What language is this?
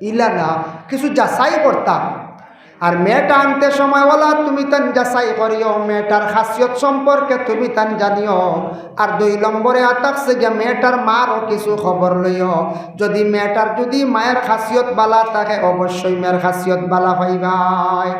Sylheti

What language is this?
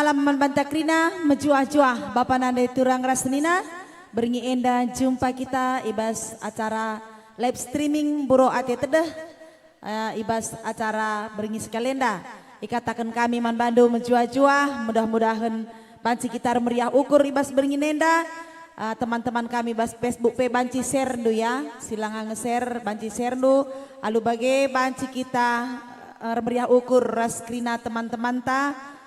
Batak Karo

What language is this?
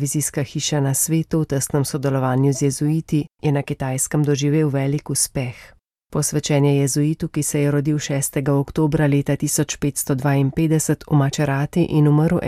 Slovenian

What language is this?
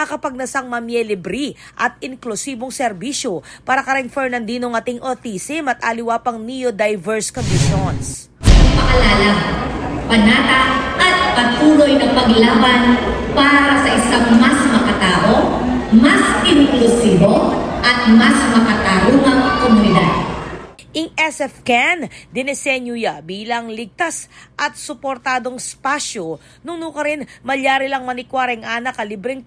Pampanga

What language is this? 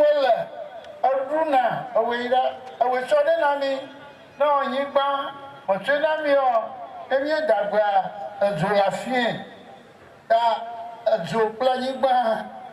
Ewe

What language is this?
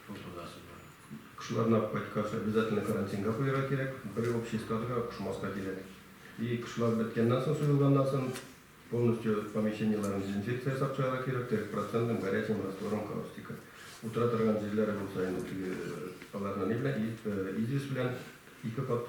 Tatar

